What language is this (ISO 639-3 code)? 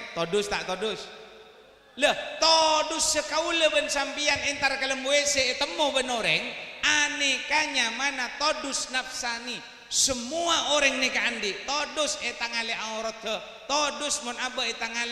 mad